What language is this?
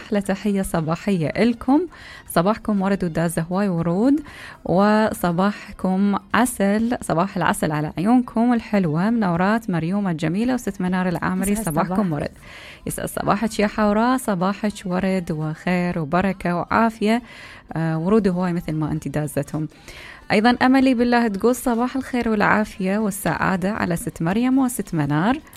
Mesopotamian Arabic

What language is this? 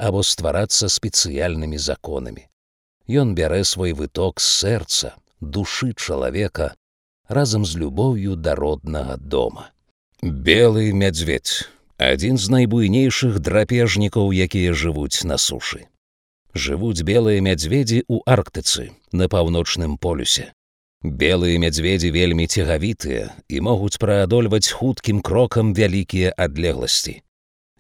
Belarusian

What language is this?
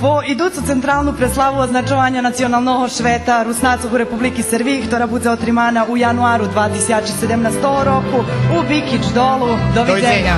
Rusyn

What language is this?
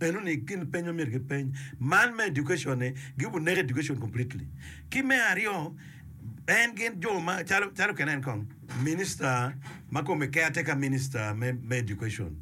Acoli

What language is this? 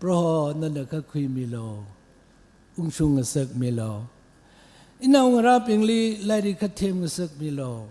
Tangkhul Naga (India)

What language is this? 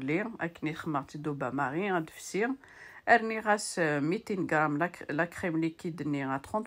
Kabyle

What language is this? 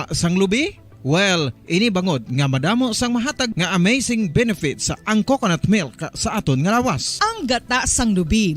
Hiligaynon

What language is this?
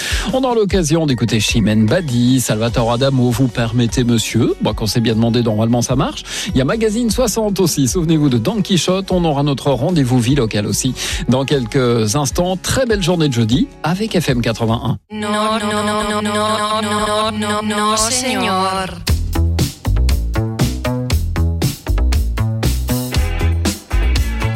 French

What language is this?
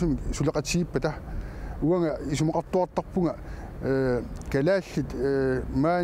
Kalaallisut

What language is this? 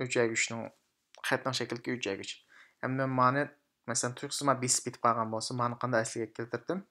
Uyghur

